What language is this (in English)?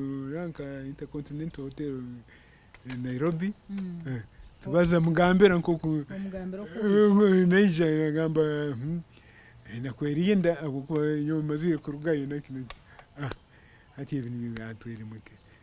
Nyankole